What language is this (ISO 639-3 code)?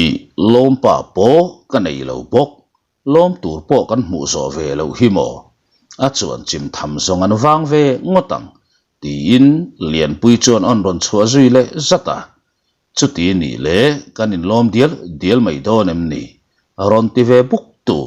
lus